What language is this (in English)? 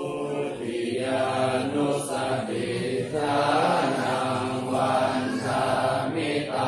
Pali